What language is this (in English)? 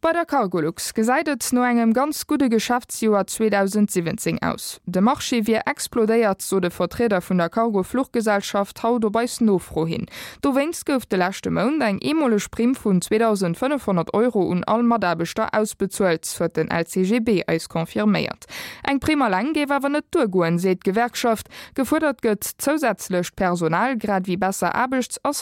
Luxembourgish